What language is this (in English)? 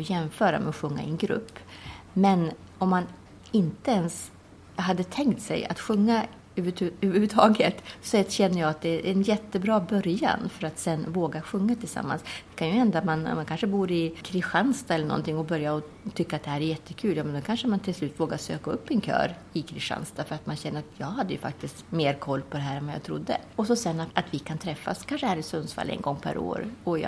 Swedish